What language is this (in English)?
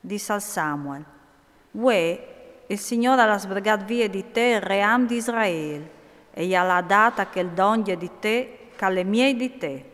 Friulian